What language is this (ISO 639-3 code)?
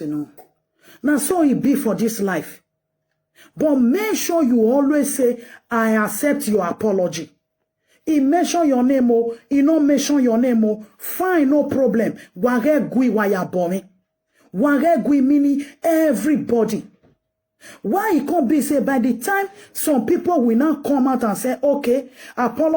pcm